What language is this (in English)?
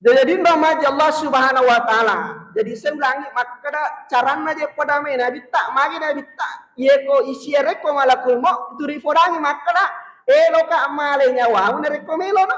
Buginese